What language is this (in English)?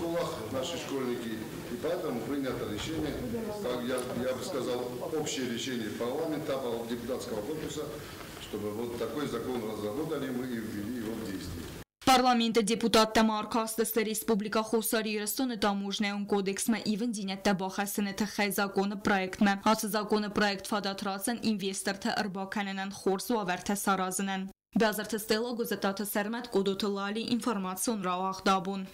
Ossetic